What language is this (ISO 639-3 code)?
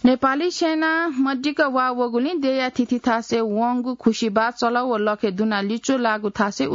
new